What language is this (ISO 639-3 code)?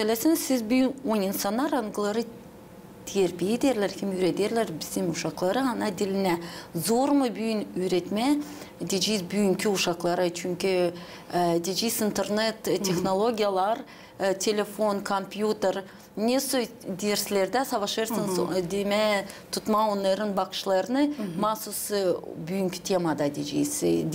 gag